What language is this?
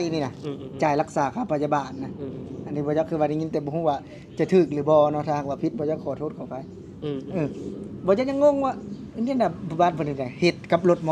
Lao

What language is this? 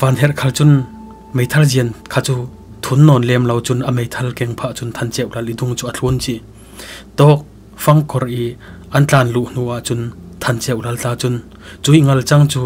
Falam Chin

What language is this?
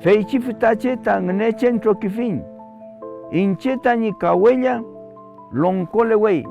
Mapuche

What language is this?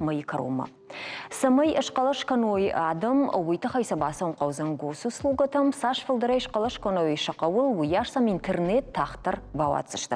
Ossetic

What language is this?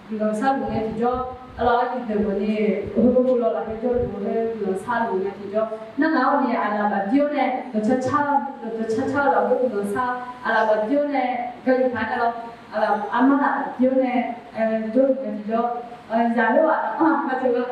Akha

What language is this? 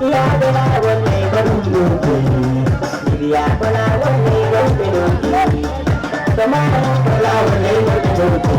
Fula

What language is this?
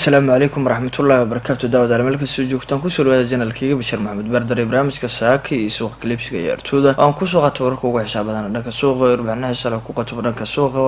Somali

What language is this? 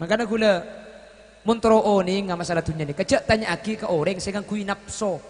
Madurese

